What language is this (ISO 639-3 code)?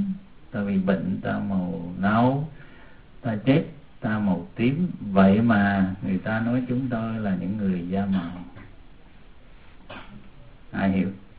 vie